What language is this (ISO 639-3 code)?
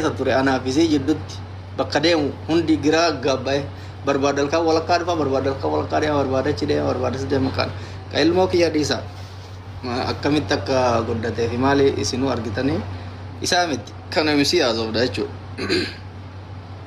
orm